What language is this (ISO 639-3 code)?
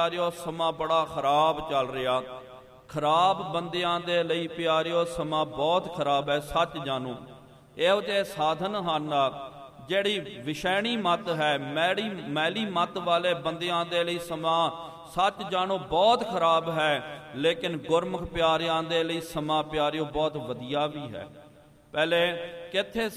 pan